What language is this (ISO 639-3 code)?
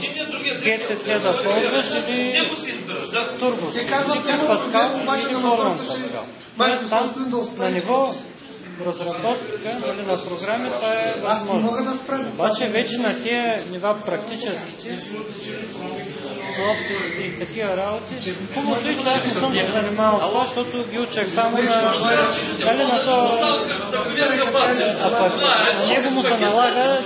bul